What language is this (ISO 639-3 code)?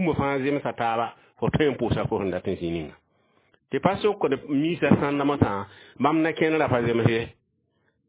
mos